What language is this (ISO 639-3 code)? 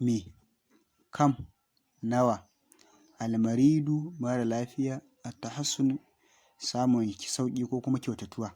hau